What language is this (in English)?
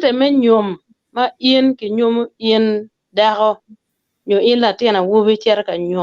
Acoli